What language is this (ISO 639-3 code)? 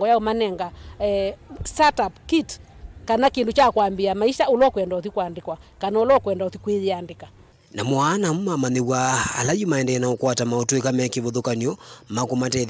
kam